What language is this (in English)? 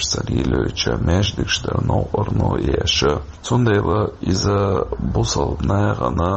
Chechen